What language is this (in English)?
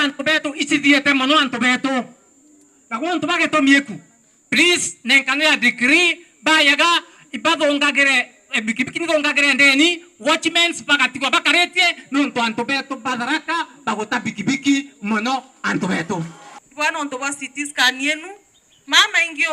Meru